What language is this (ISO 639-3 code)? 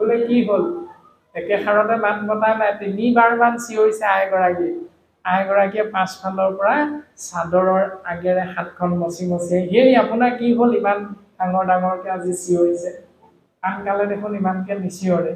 asm